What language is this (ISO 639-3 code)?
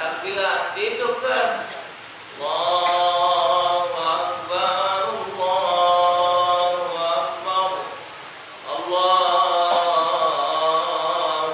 mui